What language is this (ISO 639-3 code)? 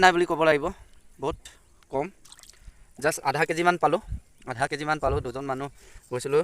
asm